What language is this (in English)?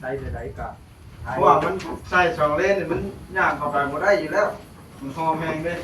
Northeastern Thai